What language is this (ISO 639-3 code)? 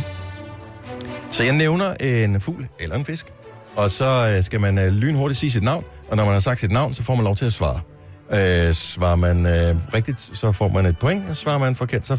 dan